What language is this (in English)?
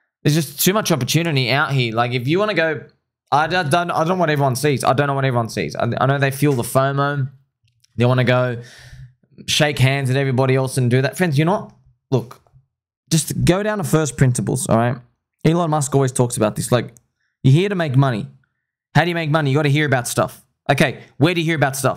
English